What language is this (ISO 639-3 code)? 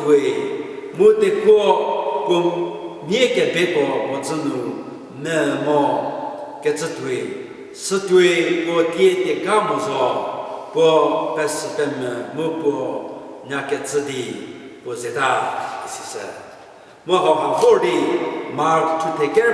njm